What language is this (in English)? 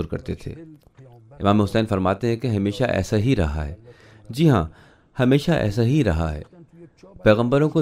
Urdu